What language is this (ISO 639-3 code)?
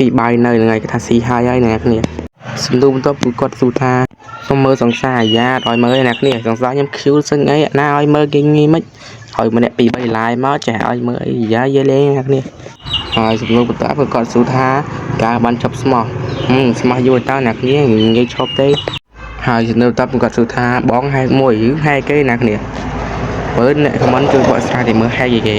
khm